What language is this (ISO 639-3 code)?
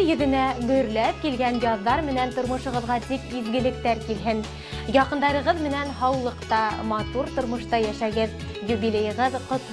bak